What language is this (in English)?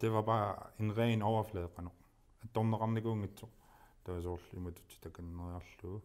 Kalaallisut